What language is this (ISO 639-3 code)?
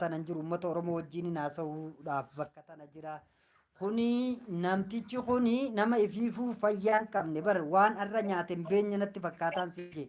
orm